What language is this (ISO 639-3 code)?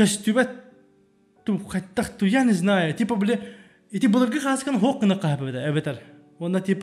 sah